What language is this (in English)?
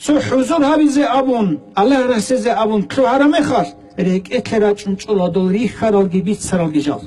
Avaric